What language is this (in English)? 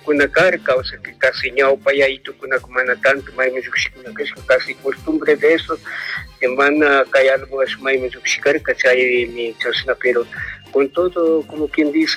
Chimborazo Highland Quichua